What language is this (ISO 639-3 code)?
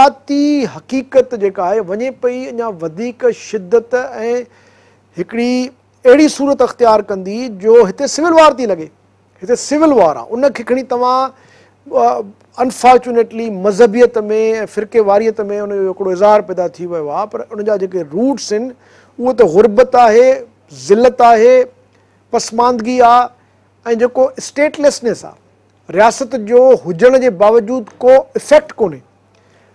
snd